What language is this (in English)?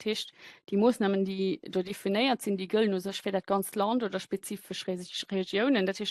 Luxembourgish